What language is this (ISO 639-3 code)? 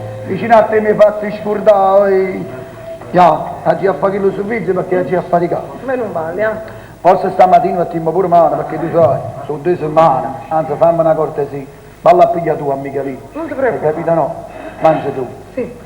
nap